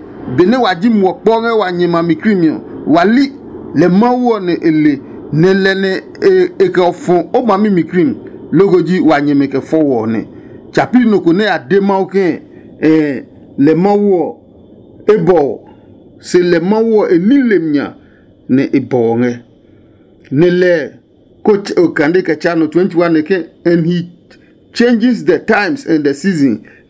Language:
Adangme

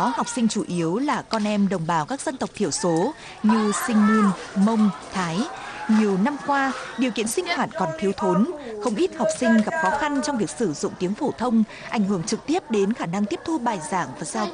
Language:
Vietnamese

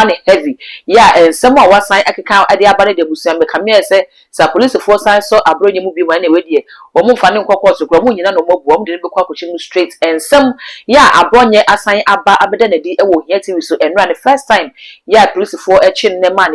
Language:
Akan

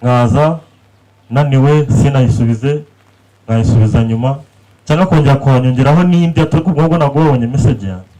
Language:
Kinyarwanda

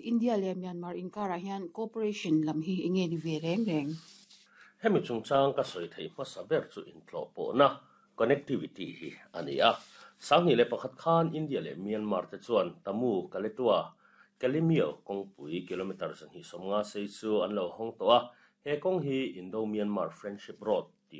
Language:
Mizo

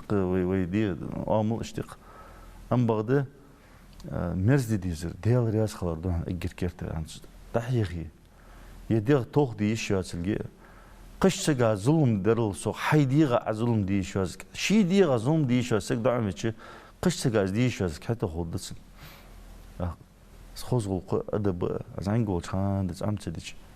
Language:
Ingush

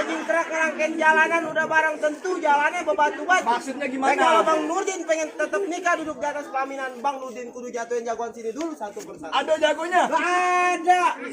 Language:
Betawi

